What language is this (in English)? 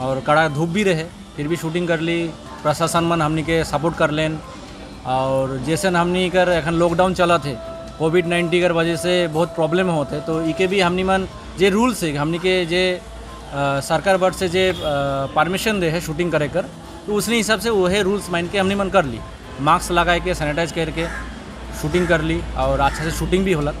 Sadri